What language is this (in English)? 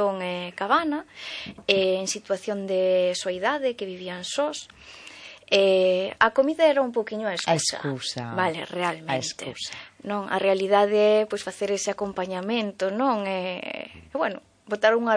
Galician